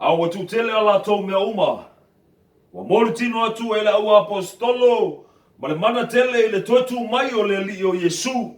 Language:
Samoan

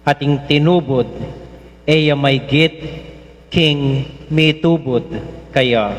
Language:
Pampanga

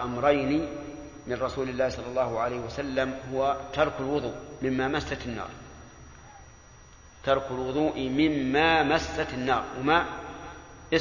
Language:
Arabic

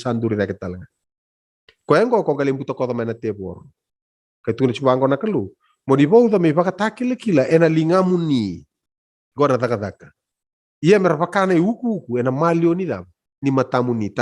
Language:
Fijian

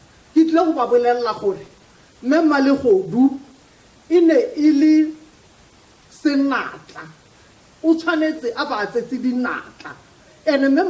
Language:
Tswana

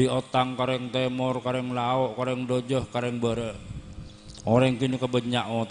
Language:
Madurese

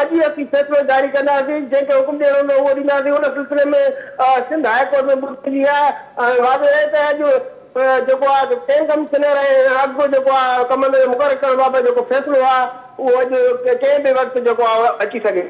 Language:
Sindhi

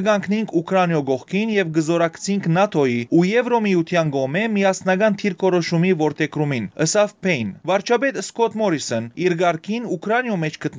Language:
Western Armenian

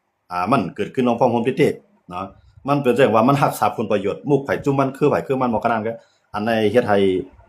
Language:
Shan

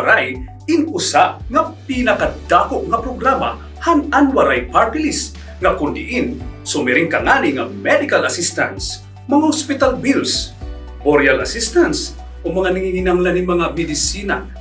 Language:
Waray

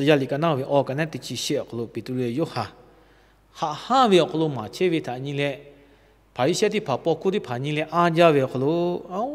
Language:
Lahu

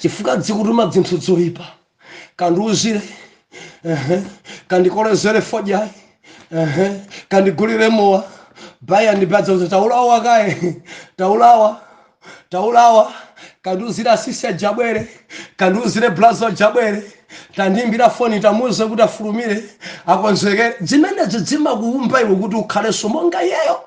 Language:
Nyanja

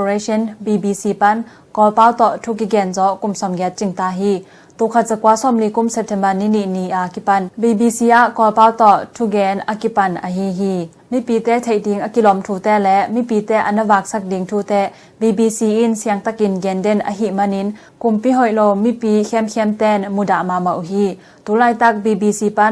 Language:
Tedim Chin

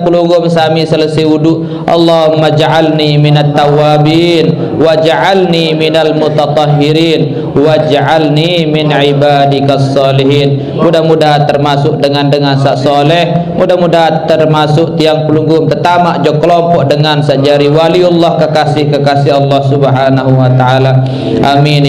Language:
Sasak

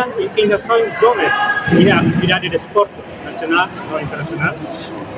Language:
Tetum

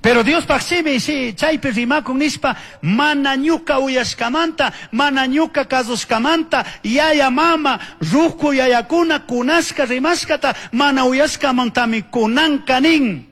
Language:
Chimborazo Highland Quichua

